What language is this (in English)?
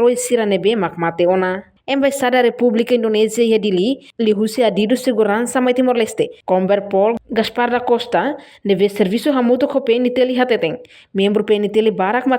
Tetum